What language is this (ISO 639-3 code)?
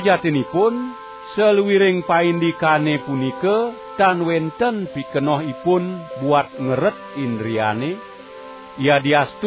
ban